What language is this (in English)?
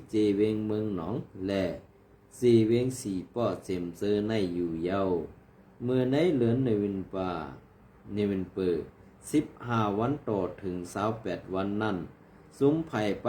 Shan